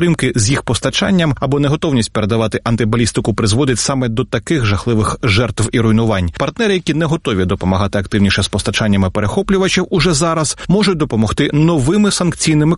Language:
Ukrainian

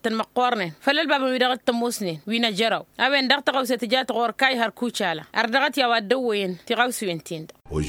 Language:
Tamasheq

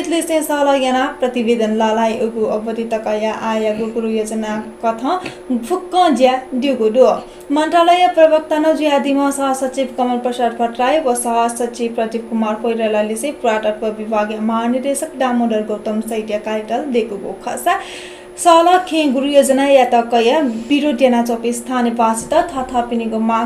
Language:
Newari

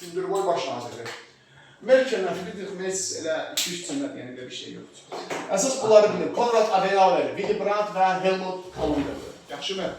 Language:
Azerbaijani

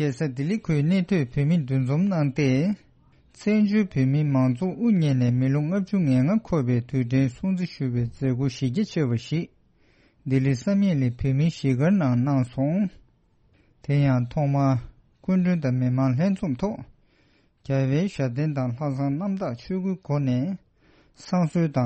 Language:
Tibetan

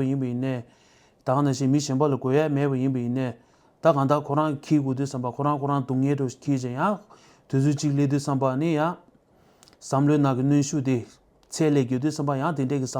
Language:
Tibetan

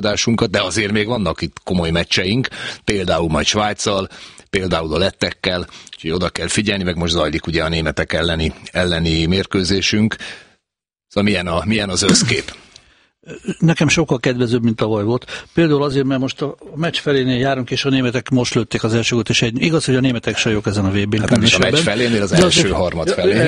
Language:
Hungarian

